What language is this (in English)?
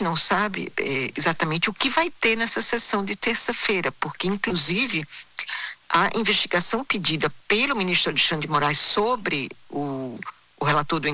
Portuguese